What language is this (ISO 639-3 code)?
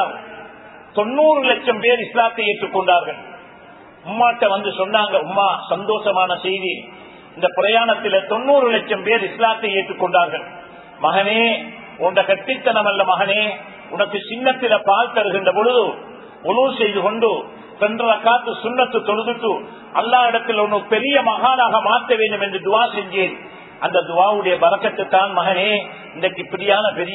tam